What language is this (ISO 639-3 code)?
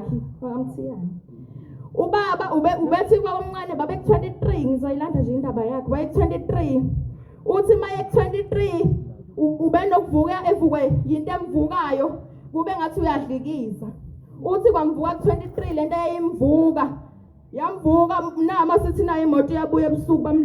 zul